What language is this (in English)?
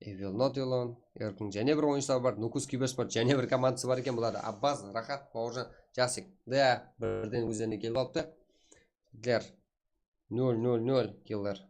Kara-Kalpak